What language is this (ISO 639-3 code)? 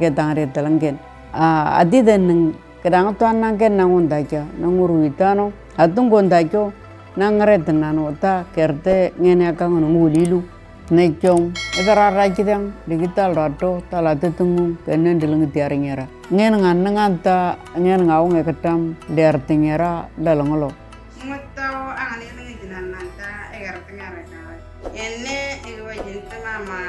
mor